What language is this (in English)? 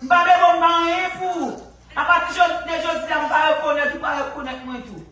Haitian Creole